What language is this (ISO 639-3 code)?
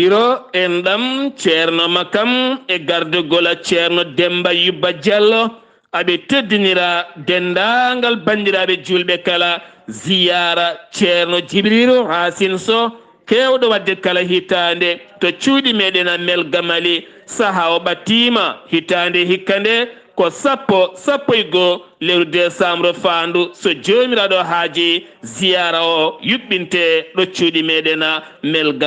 ful